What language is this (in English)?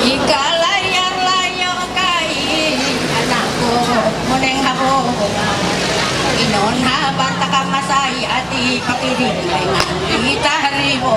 Ma'anyan